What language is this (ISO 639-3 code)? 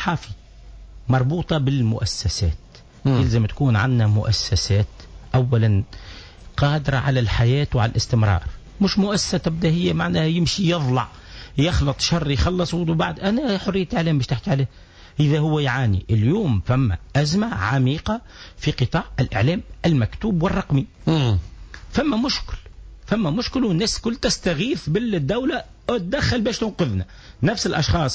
aeb